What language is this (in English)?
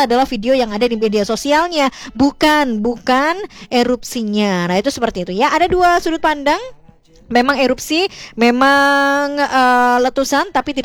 Indonesian